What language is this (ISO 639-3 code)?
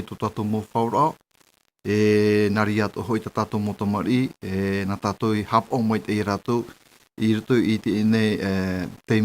tah